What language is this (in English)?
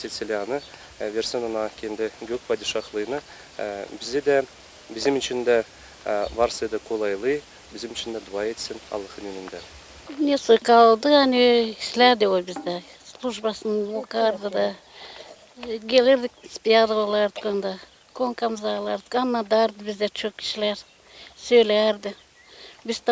Gagauz